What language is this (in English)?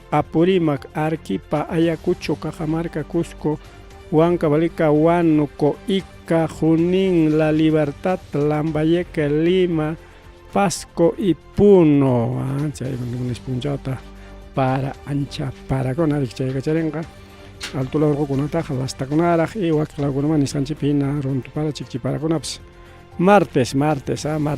Ayacucho Quechua